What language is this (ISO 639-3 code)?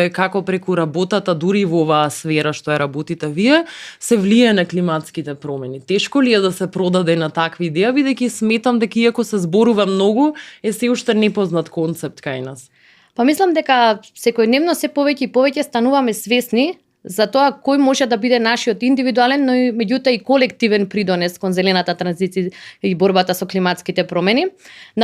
mkd